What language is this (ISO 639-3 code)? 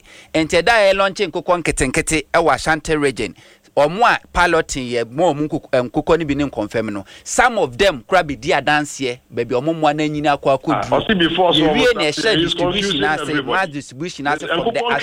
aka